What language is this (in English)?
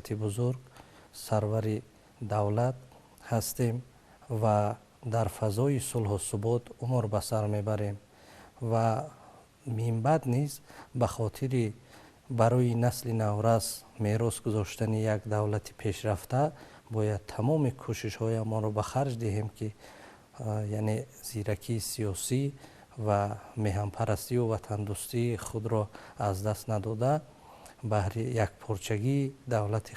Tajik